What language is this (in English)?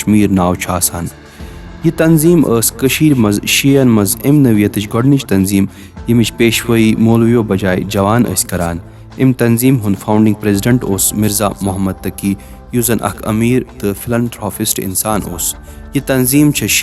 Kashmiri